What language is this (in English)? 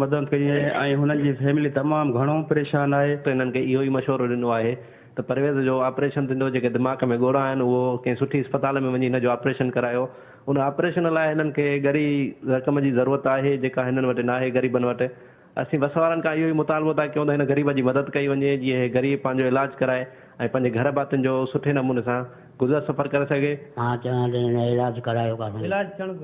Sindhi